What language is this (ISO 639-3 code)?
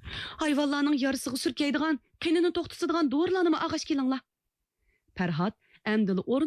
uig